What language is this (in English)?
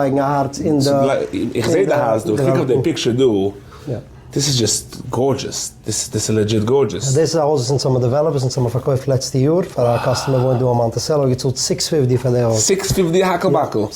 Yiddish